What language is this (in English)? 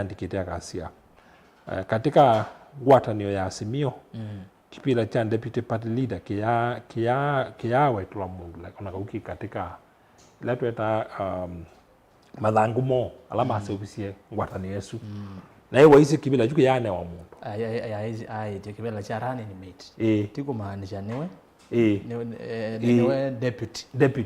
Kamba